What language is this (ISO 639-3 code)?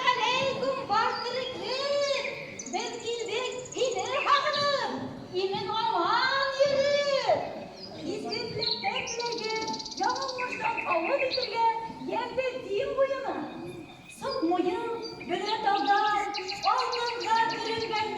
bak